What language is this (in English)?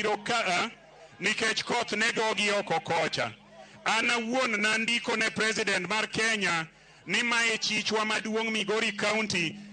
Luo (Kenya and Tanzania)